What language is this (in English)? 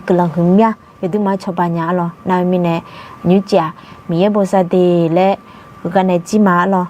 Akha